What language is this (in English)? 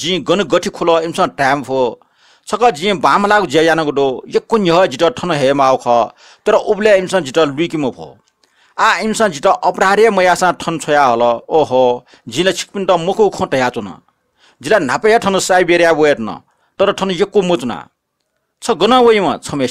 Newari